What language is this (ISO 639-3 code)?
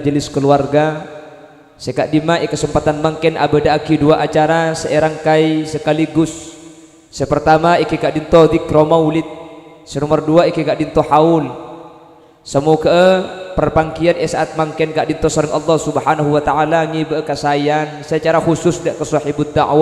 mad